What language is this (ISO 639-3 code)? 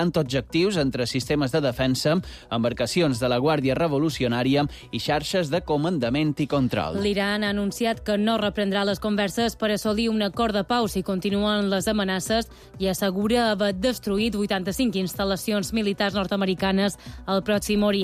cat